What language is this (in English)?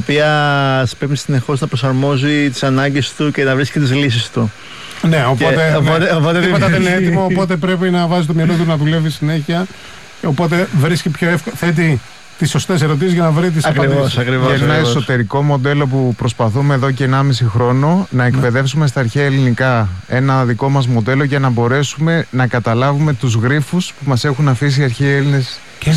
Greek